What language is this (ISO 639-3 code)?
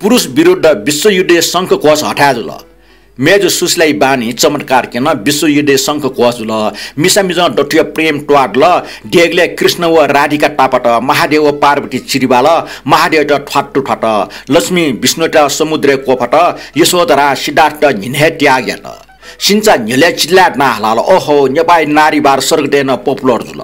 new